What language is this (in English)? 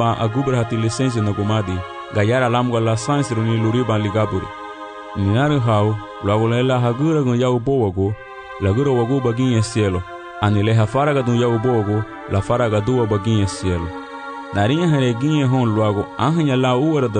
Garifuna